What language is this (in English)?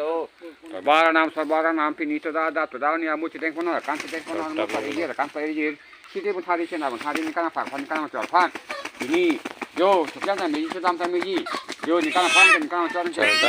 Karbi